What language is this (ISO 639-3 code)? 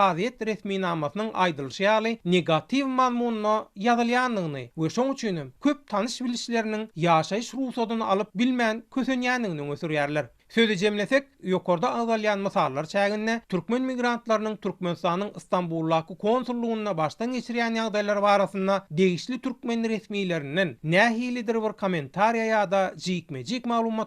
tuk